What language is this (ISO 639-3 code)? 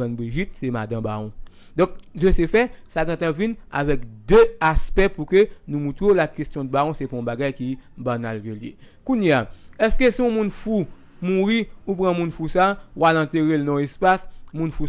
hat